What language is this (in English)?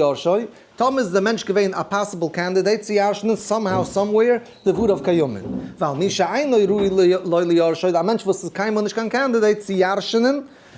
Yiddish